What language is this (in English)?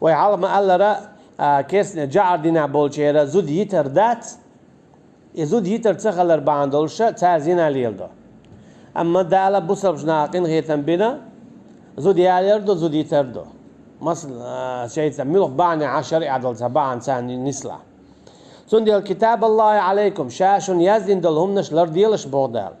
Chechen